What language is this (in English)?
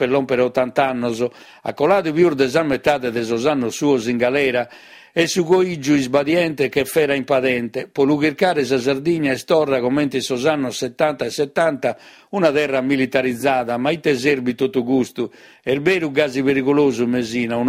Sardinian